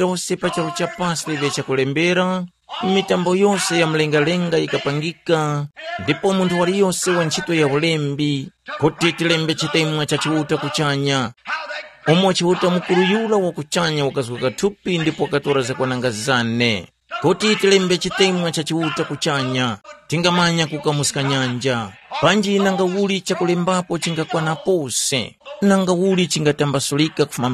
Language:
Tumbuka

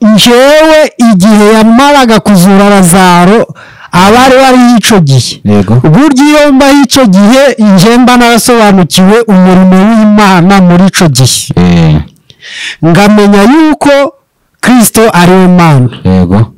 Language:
Kinyarwanda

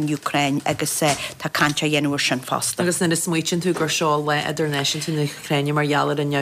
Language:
Irish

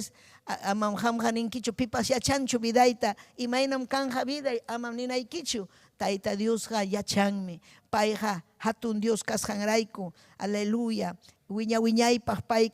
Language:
Ayacucho Quechua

